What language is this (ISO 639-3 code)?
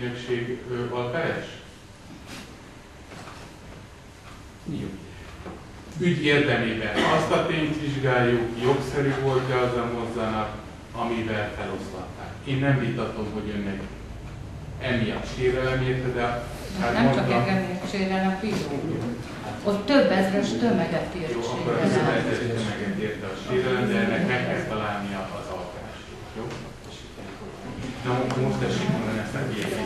hun